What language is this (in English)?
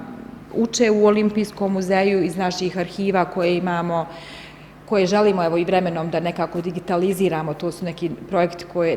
Bosnian